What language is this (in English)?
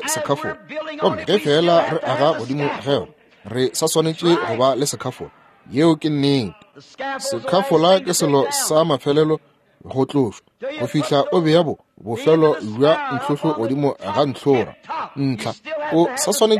Northern Sotho